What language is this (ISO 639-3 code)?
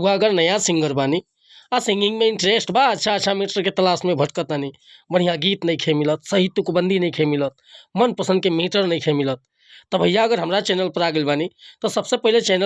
bho